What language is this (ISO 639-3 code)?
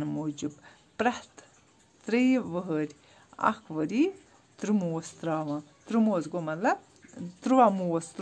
kas